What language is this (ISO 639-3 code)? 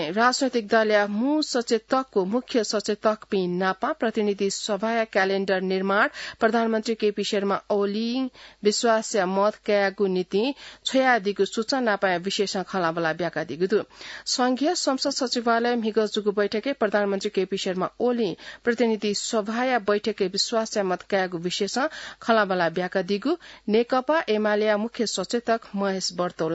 new